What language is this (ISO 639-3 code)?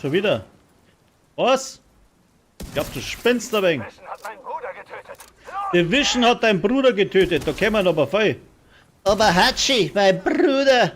bar